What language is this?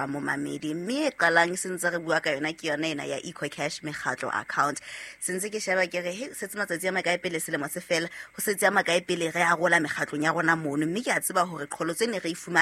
Southern Sotho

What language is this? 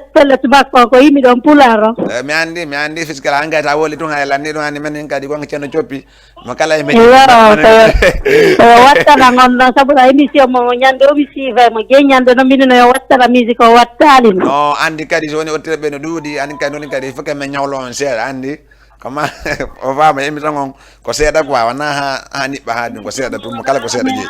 Fula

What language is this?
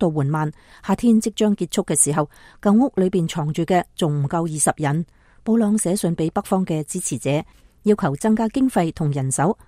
Cantonese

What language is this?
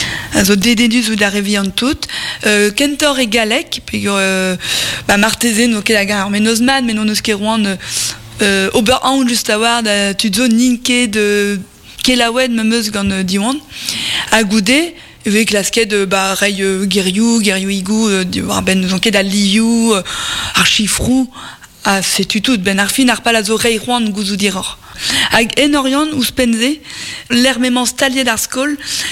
Breton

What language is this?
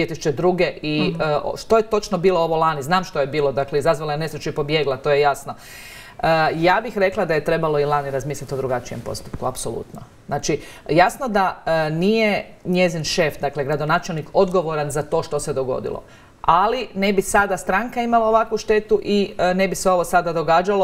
Croatian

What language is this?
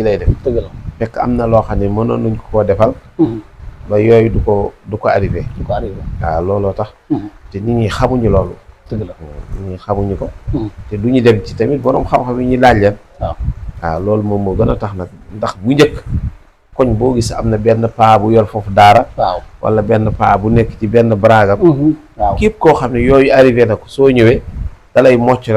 Wolof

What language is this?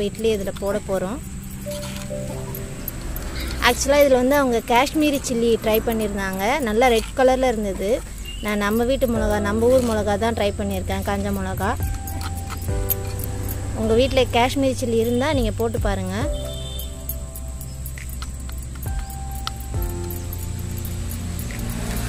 Tamil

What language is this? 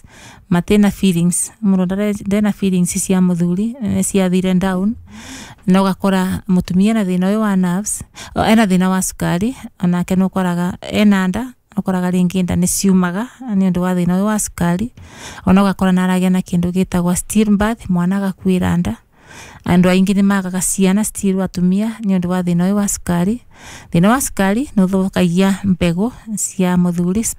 Kikuyu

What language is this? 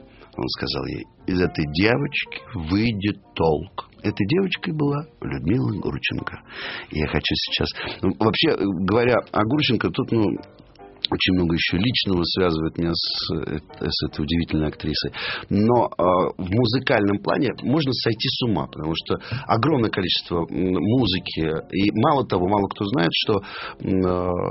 Russian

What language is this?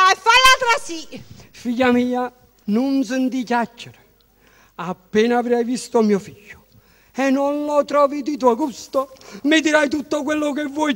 Neapolitan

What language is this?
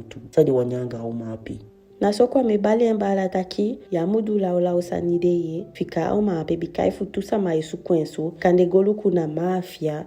Eastern Maroon Creole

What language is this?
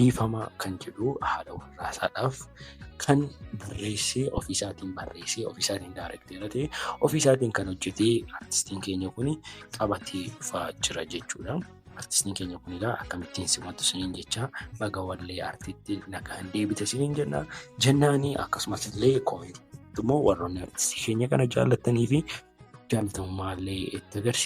Oromo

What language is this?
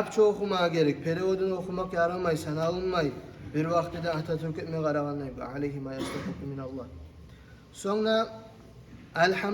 Kumyk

